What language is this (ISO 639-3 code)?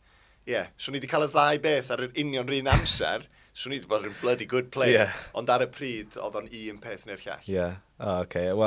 cym